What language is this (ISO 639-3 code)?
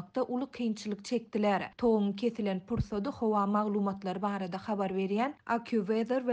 tuk